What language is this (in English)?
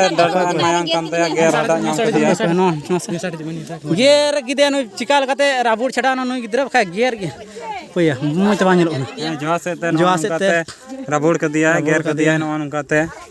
Santali